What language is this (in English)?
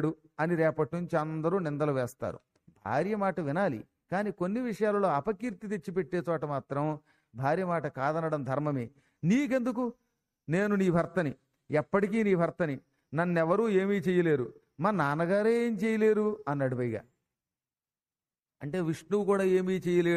Telugu